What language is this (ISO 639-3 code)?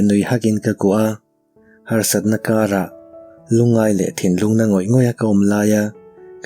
lus